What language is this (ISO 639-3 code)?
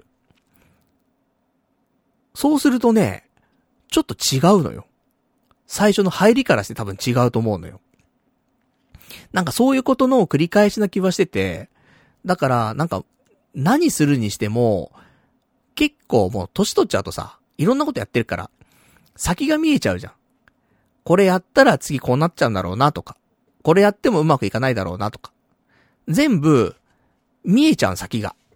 jpn